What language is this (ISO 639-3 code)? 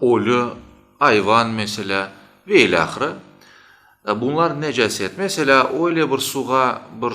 crh